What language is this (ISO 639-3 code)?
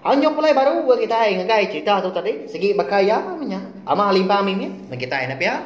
iba